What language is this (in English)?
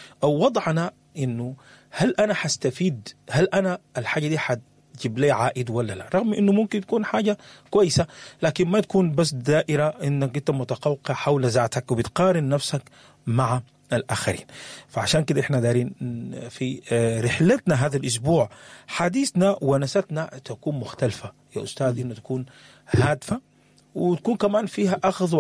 Sudanese Arabic